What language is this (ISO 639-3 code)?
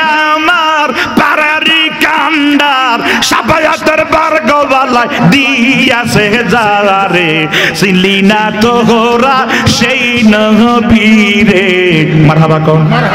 ben